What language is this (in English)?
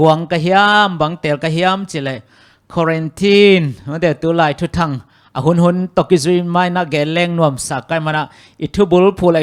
Tedim Chin